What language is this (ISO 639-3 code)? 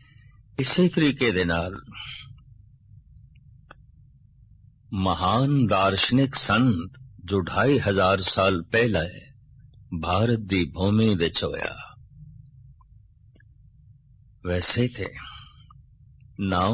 pan